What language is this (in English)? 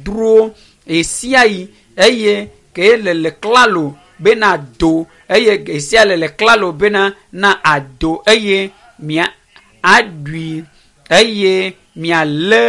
Ewe